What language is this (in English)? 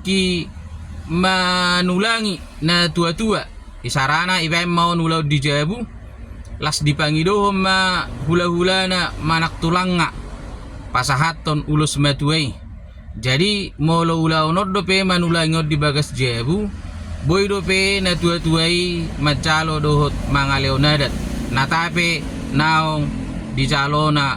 Batak Toba